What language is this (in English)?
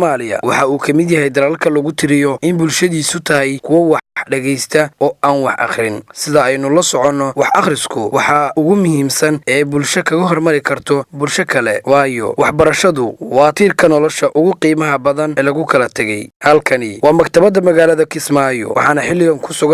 Somali